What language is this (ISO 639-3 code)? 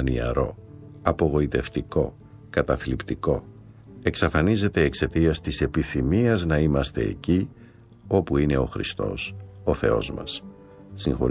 ell